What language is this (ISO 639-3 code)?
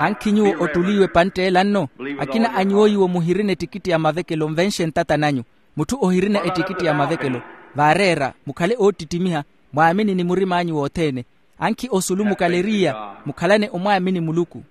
vmw